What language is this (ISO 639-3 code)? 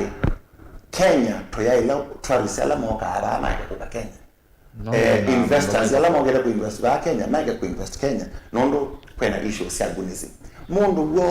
kam